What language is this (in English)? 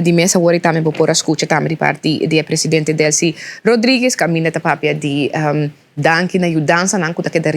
Papiamento